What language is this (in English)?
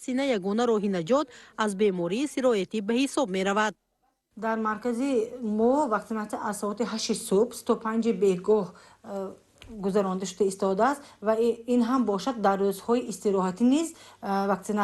Tajik